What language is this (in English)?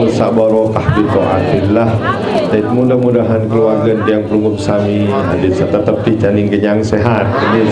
Sasak